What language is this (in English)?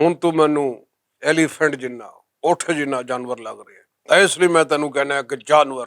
Western Panjabi